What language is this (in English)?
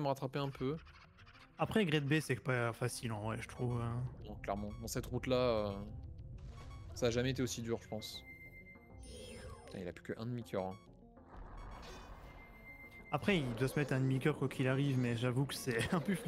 French